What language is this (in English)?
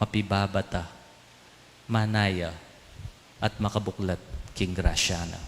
Pampanga